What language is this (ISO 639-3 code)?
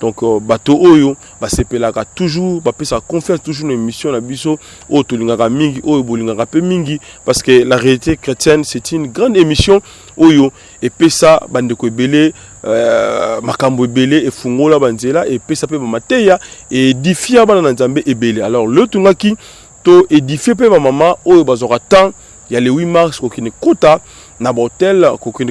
lin